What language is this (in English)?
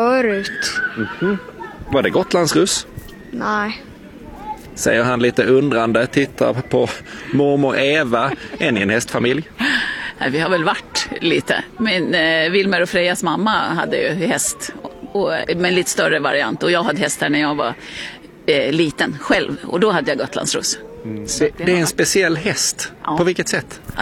Swedish